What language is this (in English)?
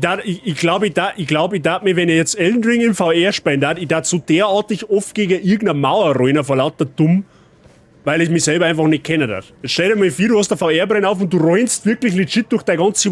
Bavarian